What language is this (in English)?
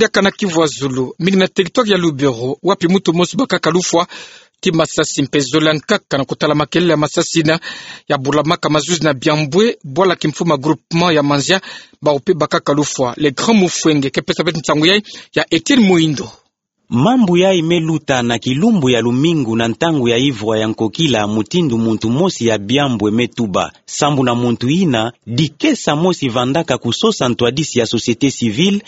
Kituba (Democratic Republic of Congo)